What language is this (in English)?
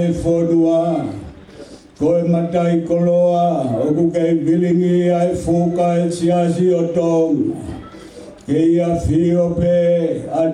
Tongan